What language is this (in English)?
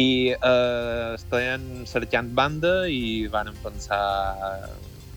Catalan